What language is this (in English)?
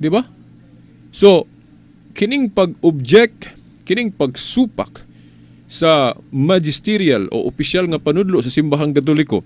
Cebuano